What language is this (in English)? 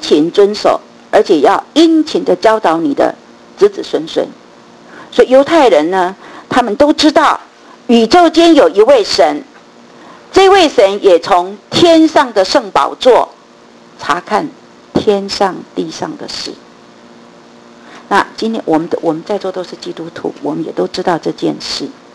Chinese